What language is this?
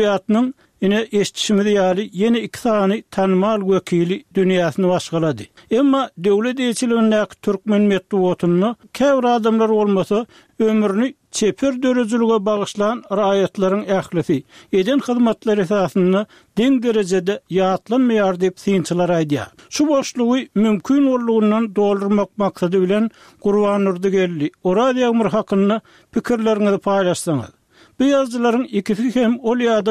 Turkmen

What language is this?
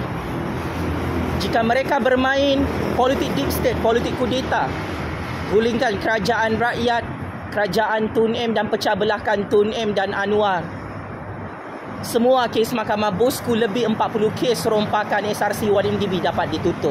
Malay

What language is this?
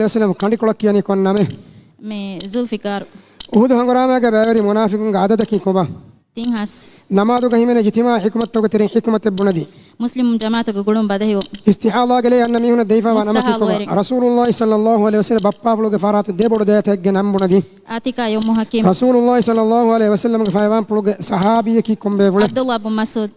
Divehi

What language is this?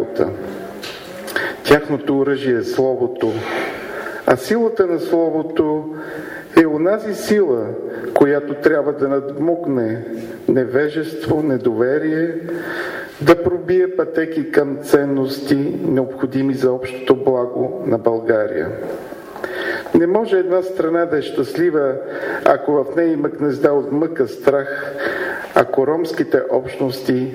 Bulgarian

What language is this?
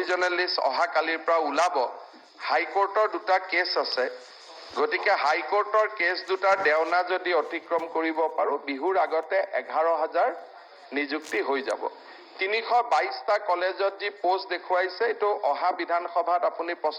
Assamese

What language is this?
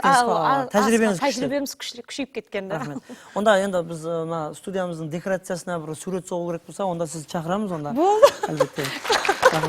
Kara-Kalpak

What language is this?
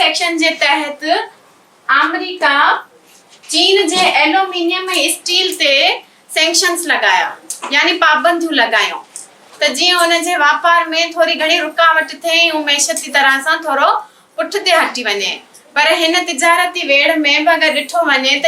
Sindhi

